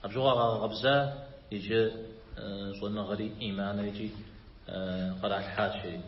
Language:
Kabardian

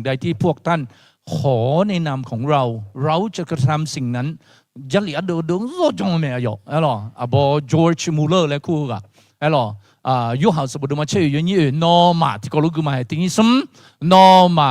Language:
Akha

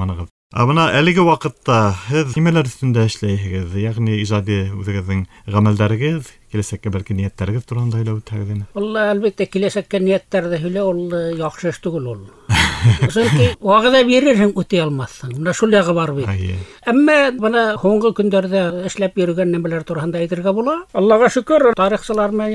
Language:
Bashkir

